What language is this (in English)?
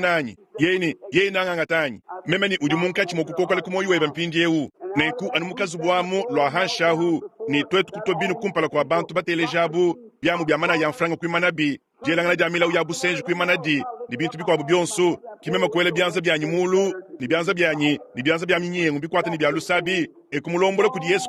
Luba-Lulua